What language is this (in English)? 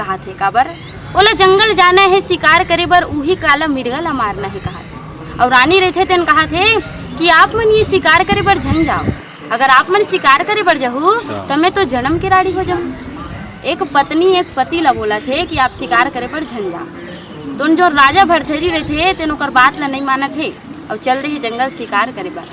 Chhattisgarhi